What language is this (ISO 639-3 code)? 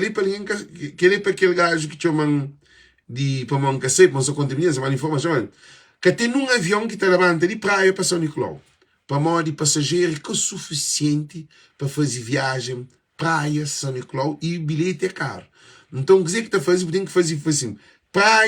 kea